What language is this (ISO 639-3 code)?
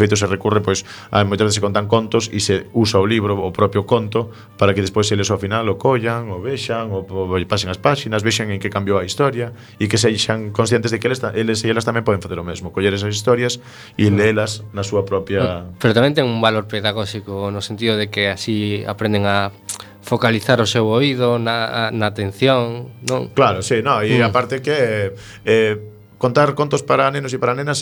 glg